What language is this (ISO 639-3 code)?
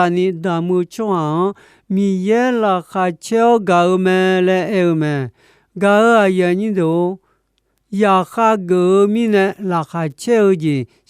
ahk